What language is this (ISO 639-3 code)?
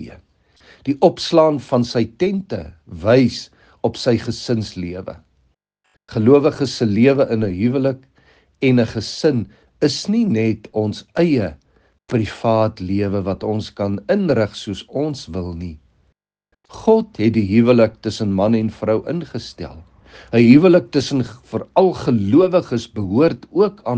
afr